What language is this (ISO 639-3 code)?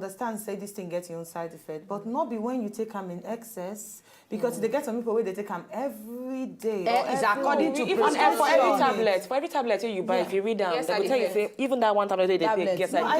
pcm